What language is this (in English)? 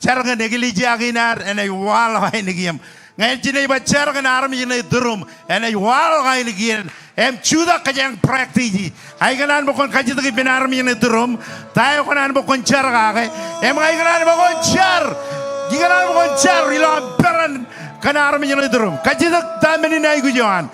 Marshallese